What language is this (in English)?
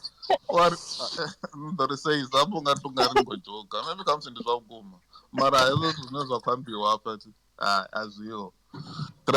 Venda